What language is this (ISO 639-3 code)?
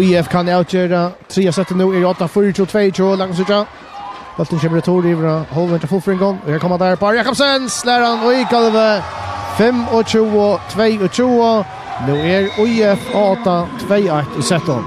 fao